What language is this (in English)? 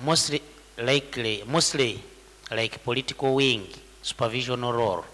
Nyankole